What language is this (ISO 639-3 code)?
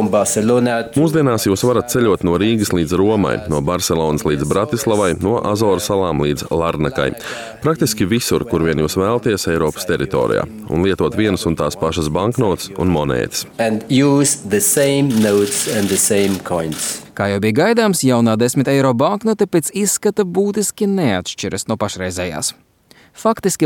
lav